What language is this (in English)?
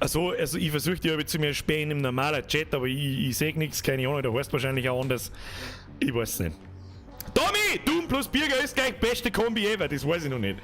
Bavarian